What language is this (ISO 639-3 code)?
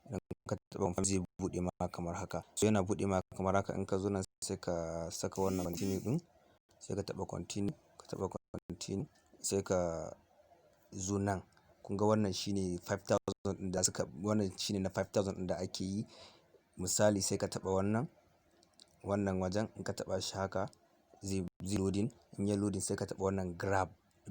hau